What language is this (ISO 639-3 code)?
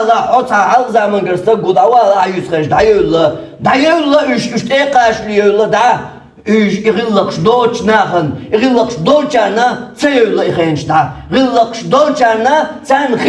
che